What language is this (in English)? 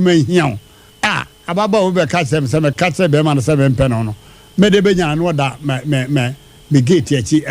Akan